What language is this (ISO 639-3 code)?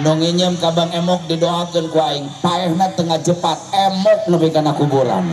sun